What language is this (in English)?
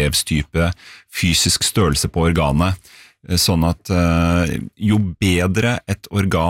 Norwegian